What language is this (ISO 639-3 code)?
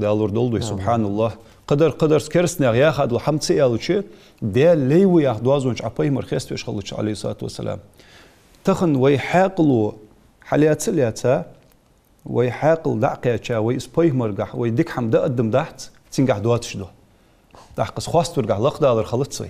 inh